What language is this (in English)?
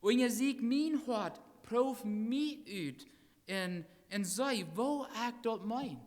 Plautdietsch